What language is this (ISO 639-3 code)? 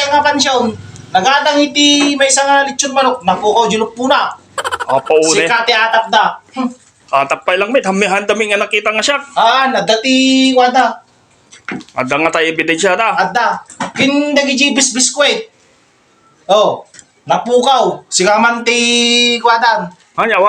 ilo